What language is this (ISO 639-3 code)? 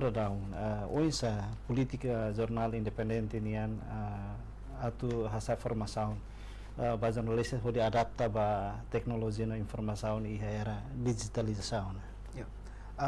tet